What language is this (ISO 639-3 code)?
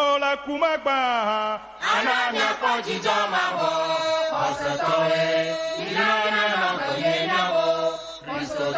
ewe